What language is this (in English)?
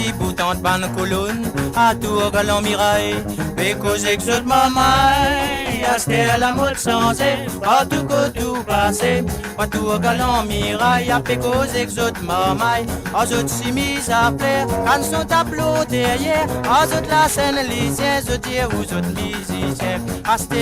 Morisyen